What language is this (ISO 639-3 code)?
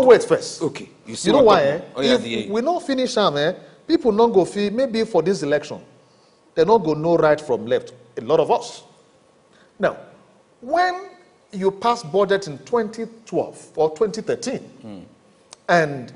pcm